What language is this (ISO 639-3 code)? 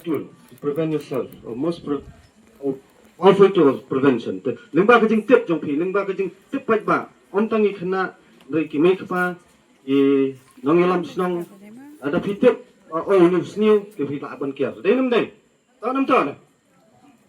kha